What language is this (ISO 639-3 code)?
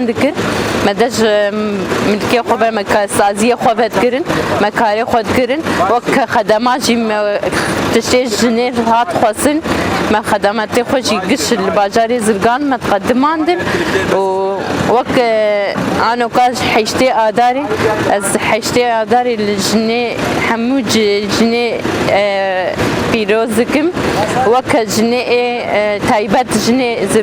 kur